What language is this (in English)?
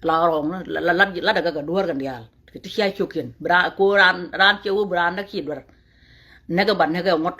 Nuer